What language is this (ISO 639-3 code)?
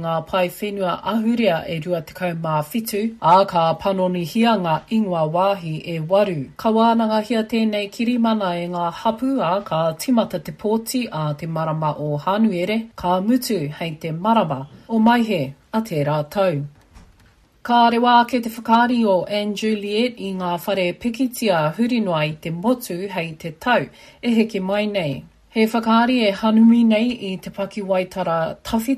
mri